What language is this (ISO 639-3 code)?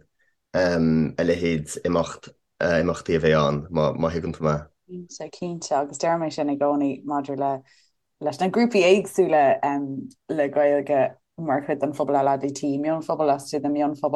gle